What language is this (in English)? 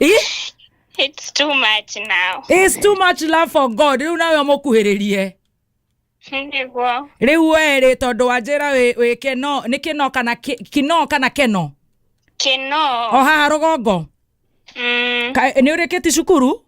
Kikuyu